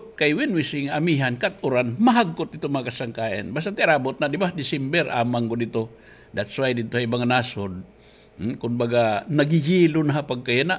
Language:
Waray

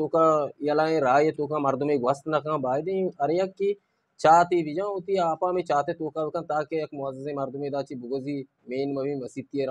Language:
Eastern Balochi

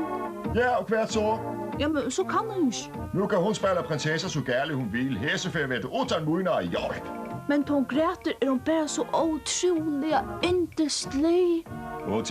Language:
Faroese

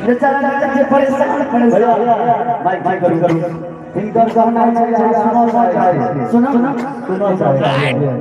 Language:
Maithili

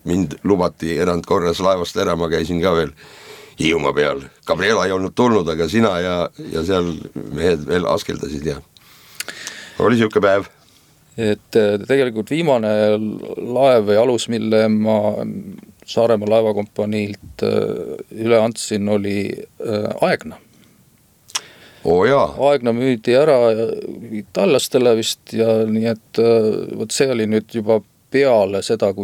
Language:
Estonian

